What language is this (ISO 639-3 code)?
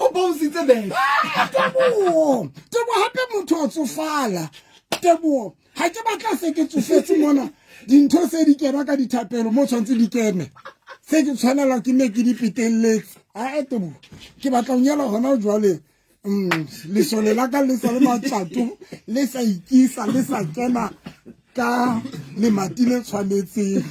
sot